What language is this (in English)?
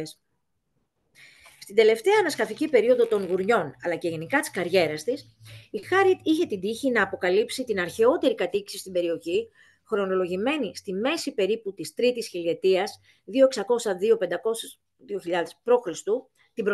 Greek